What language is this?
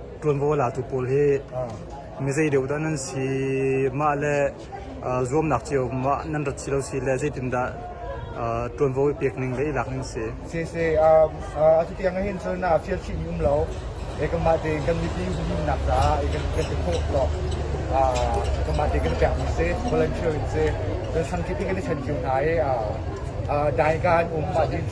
Hakha Chin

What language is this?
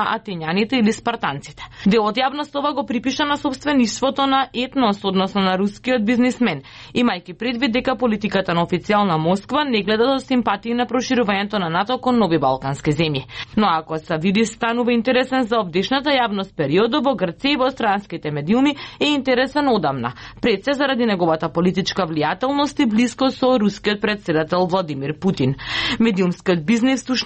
Macedonian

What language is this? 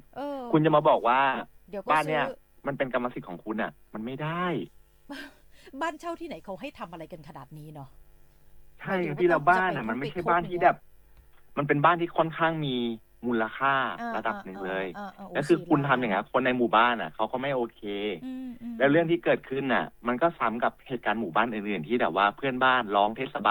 Thai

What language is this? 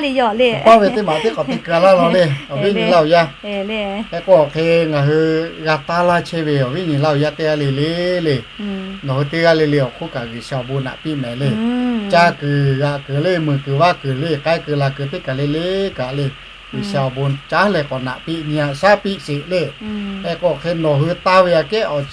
Lahu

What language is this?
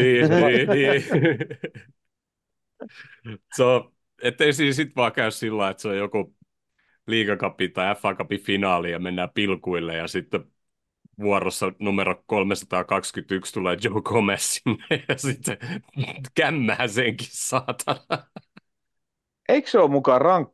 Finnish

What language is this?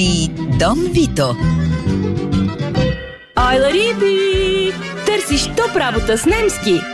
Bulgarian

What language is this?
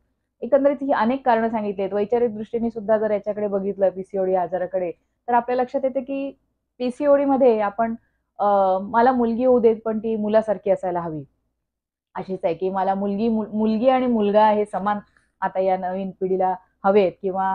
Marathi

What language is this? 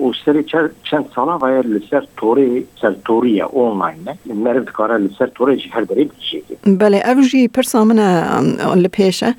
Kurdish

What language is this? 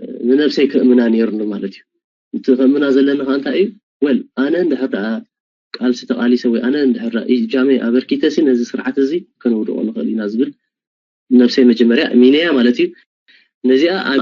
Tigrinya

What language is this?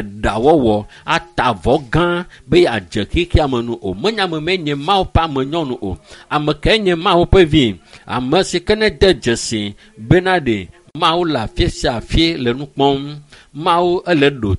Ewe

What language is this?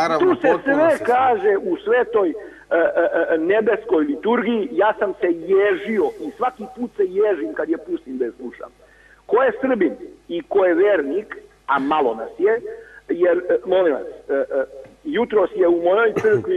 Serbian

